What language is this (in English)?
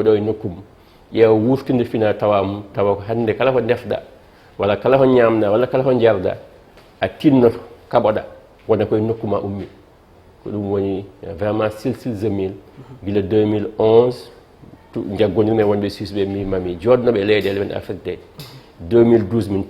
Fula